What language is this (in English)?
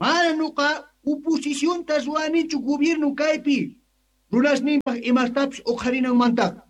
Quechua